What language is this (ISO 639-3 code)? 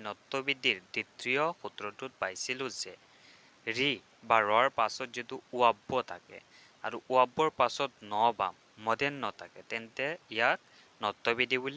asm